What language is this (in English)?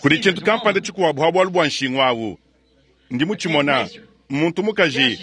Luba-Lulua